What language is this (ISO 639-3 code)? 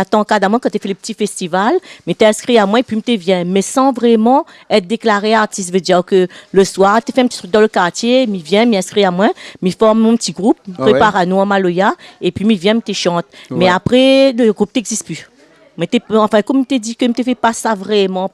rcf